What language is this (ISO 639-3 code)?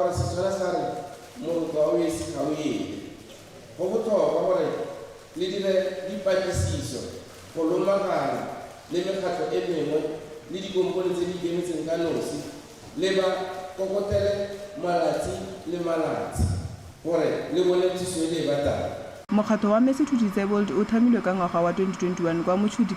tsn